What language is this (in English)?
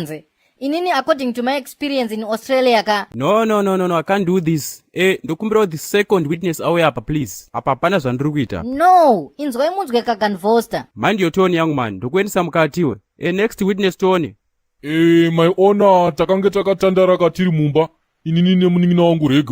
Shona